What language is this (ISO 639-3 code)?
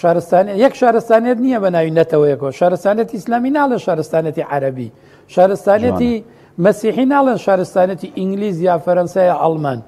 ckb